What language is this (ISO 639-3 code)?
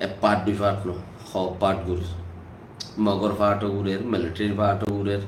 rhg